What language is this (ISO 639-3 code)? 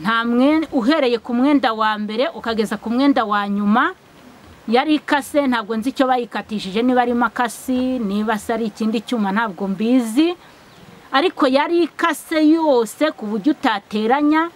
kin